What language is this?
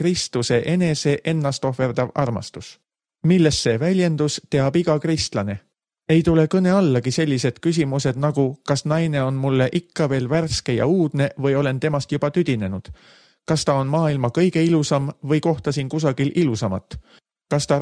Estonian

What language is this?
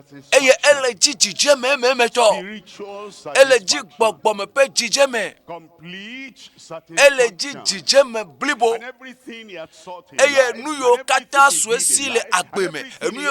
Ewe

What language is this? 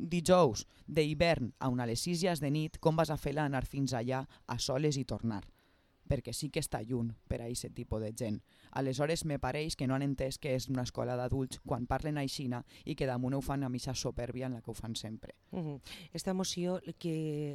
Catalan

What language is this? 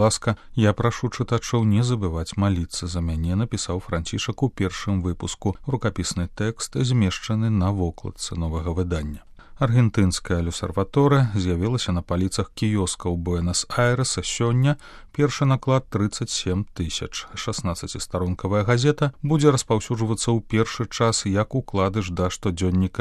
Belarusian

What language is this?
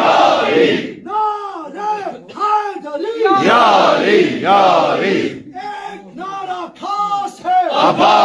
Kashmiri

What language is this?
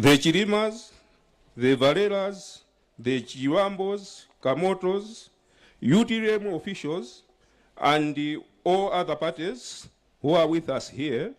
Nyanja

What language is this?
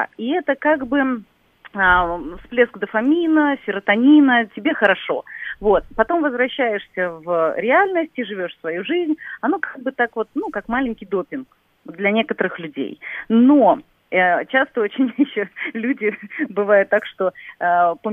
Russian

